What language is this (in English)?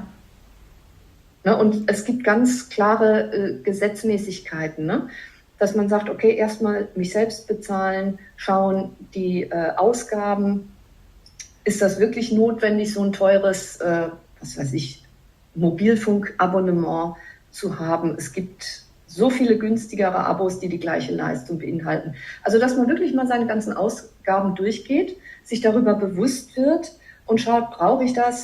German